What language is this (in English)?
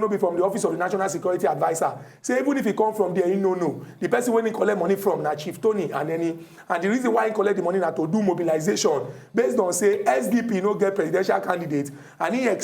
Nigerian Pidgin